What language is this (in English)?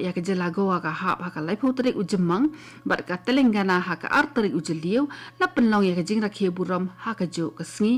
Khasi